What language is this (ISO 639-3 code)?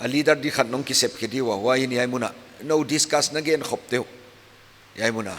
pck